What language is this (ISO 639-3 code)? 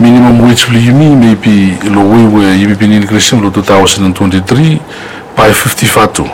bis